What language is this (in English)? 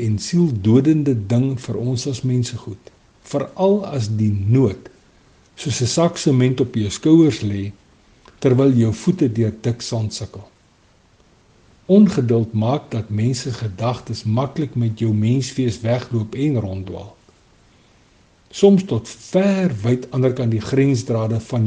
Afrikaans